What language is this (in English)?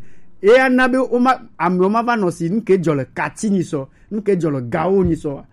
Gen